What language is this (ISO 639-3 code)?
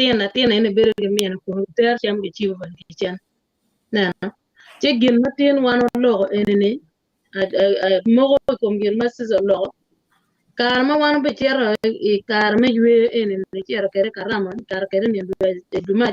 ach